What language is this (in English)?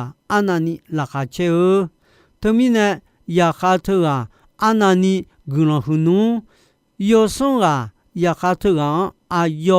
Akha